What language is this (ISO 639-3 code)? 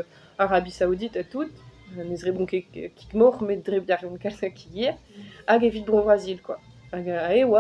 bre